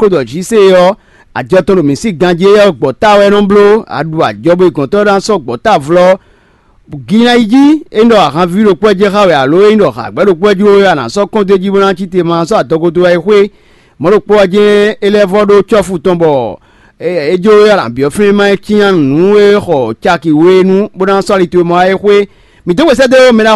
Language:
Fon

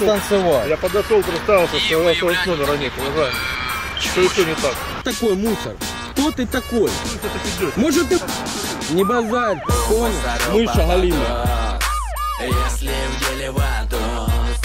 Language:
Russian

